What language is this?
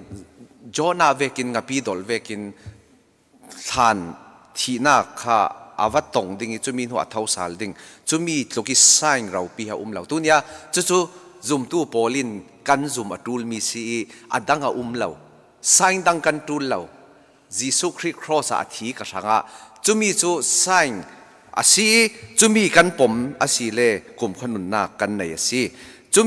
Falam Chin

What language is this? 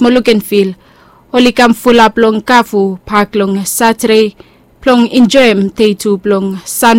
Bislama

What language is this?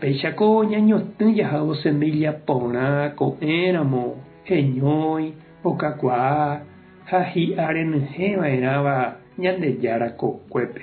Guarani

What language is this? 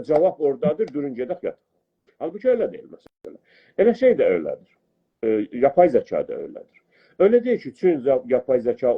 South Azerbaijani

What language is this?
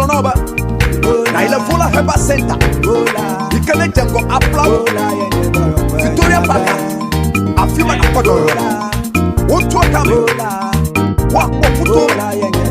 Ewe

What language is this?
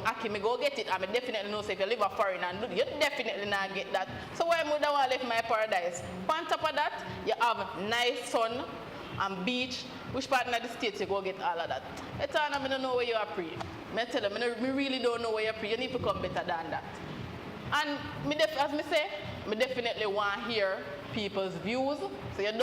Jamaican Creole English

